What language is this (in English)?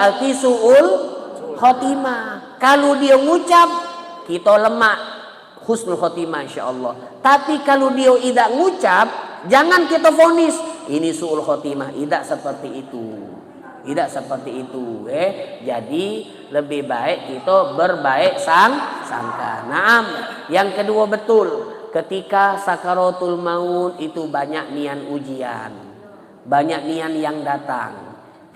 Musi